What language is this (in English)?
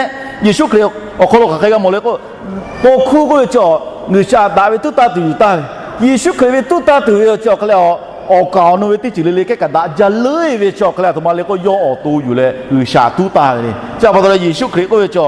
Lahu